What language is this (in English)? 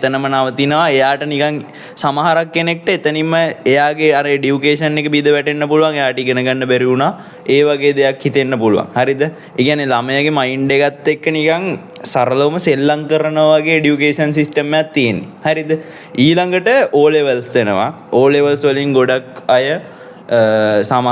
Sinhala